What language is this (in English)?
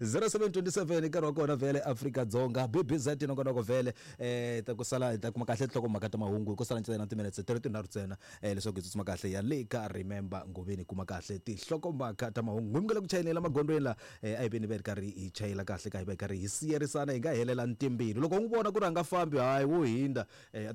Tsonga